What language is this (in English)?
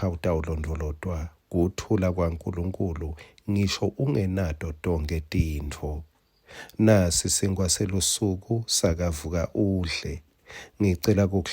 Swati